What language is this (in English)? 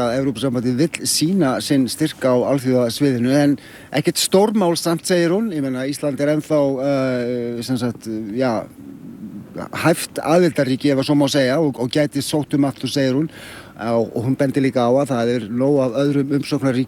Icelandic